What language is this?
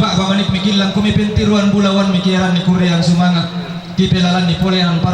Toraja-Sa'dan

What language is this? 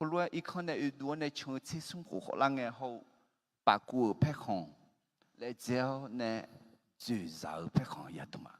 Akha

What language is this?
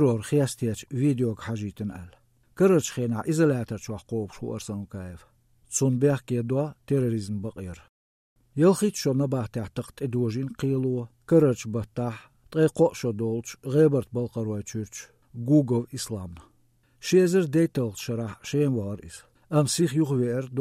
Chechen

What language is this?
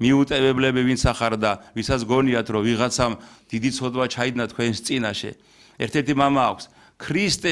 Georgian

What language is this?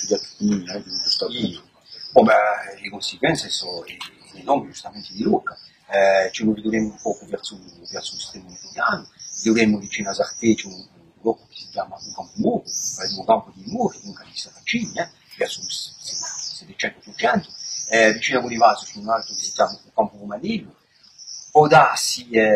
Corsican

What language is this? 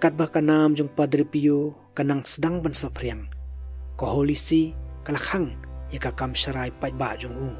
Khasi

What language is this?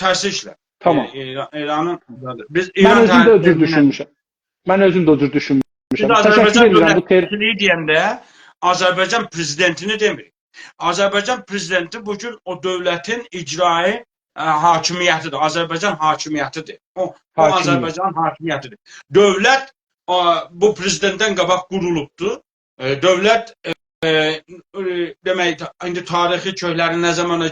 South Azerbaijani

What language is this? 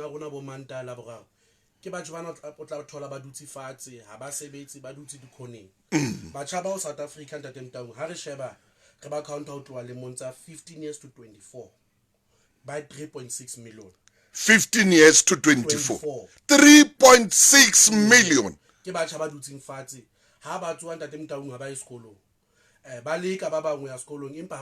Southern Sotho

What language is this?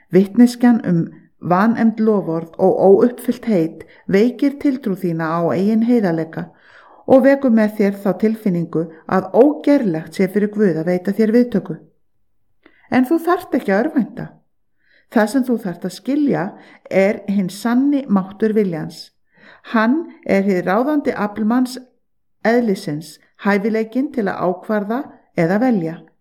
Icelandic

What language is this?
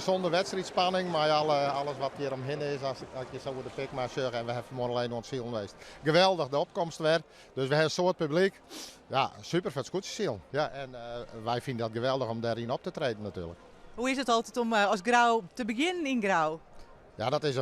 Western Frisian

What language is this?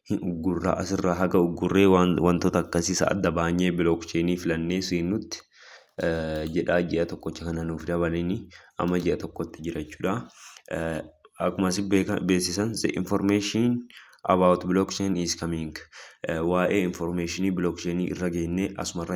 Oromo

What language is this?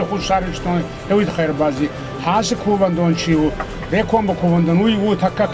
Ossetic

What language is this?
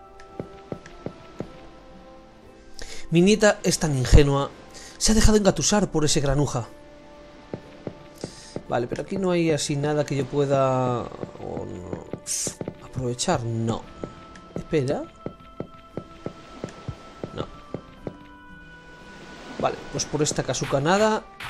Spanish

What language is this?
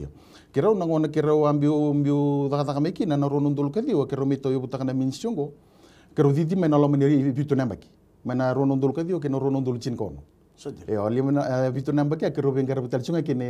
Fijian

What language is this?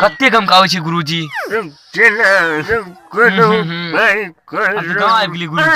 Maithili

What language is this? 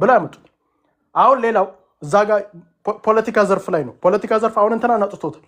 Amharic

